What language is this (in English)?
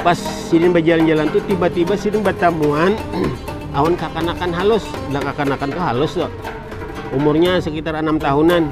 Banjar